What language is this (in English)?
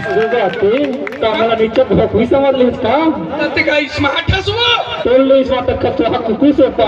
Chhattisgarhi